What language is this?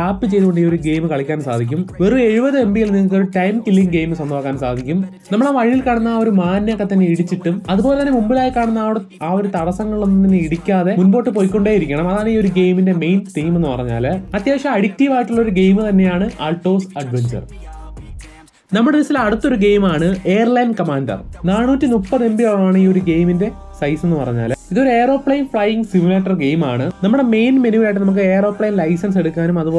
Malayalam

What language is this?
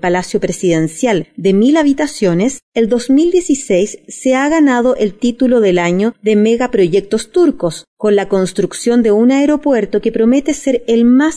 Spanish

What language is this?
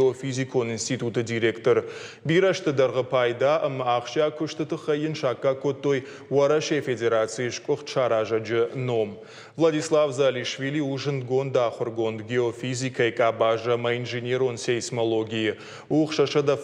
Ossetic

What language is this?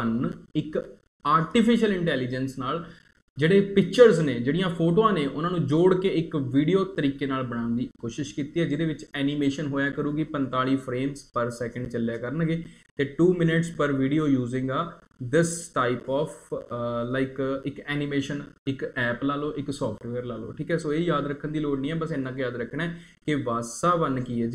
Punjabi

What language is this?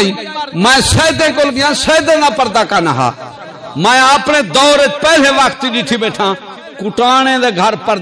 Saraiki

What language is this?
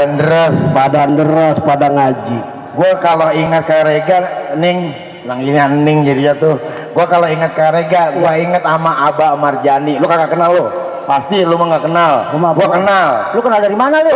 Betawi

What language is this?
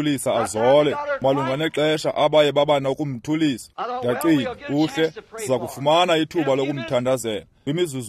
Xhosa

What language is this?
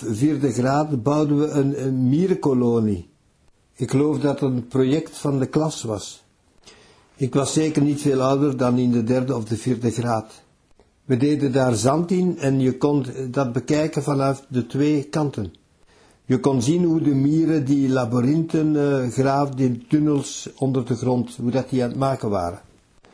Dutch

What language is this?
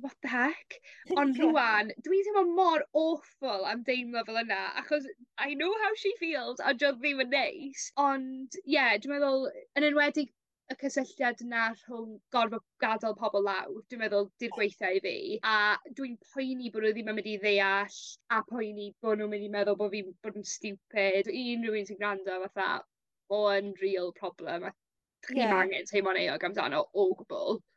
Welsh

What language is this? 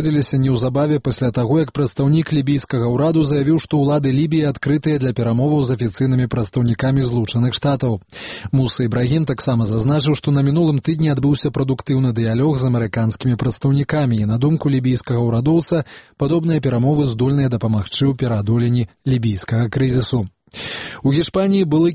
Belarusian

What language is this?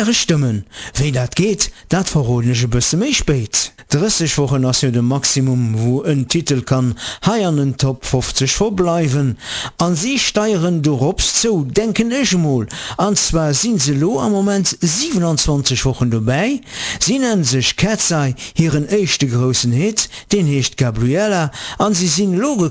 Luxembourgish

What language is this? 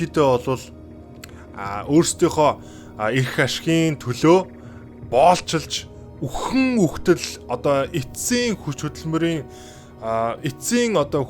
Mongolian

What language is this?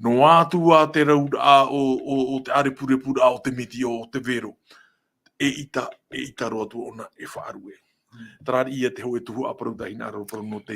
Tahitian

